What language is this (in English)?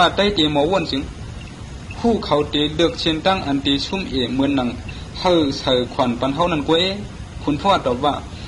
Shan